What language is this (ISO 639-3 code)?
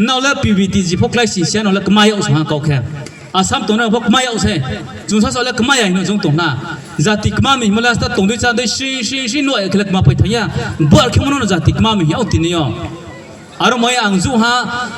ria